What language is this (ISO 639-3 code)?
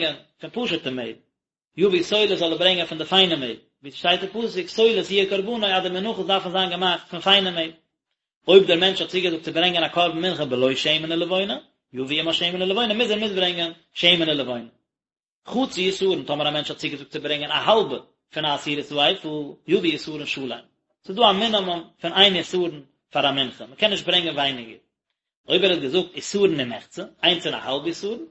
yid